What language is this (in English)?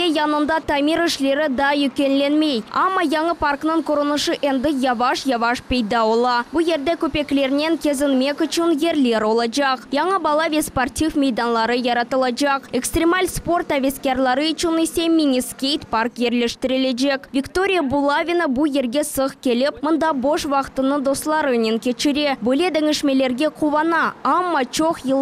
Crimean Tatar